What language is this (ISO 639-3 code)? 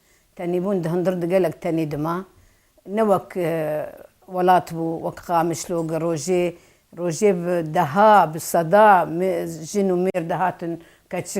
kur